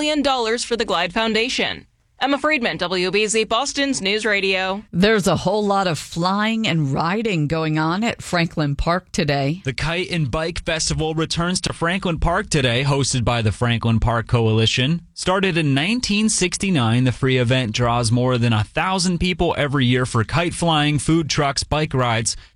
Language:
English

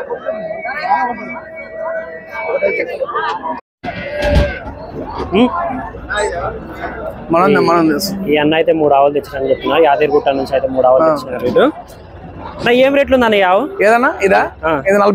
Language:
Telugu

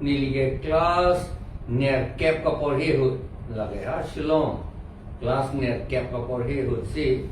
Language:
Karbi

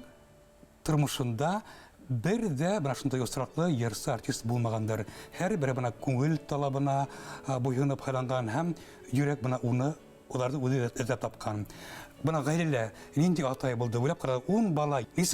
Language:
Bashkir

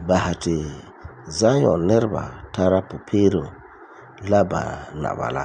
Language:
Frafra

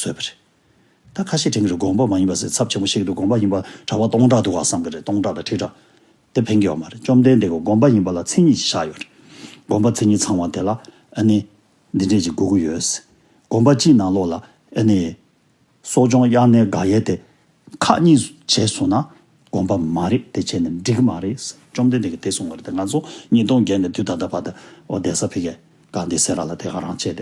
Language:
Tibetan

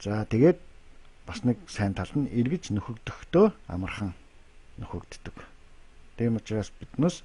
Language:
Mongolian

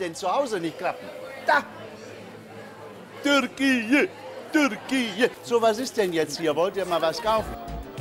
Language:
German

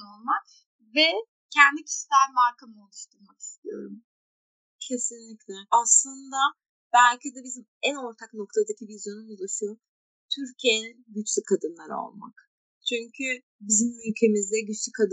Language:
Turkish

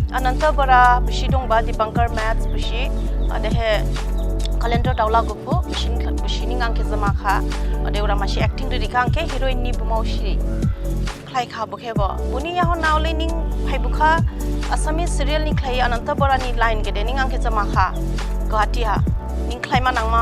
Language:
Dimasa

